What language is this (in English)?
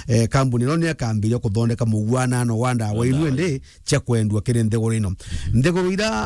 Meru